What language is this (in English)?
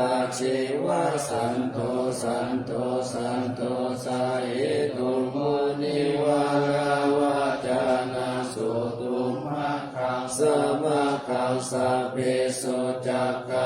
Pali